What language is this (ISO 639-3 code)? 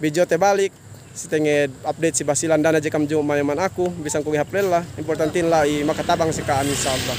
yka